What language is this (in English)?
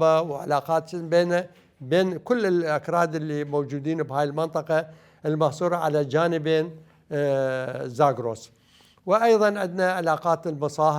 Mesopotamian Arabic